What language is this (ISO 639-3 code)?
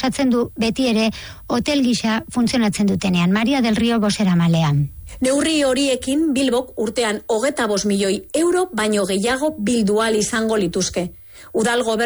eus